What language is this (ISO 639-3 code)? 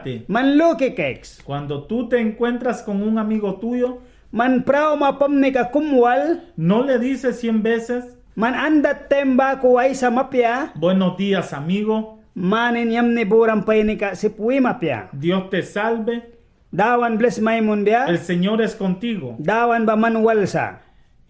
miq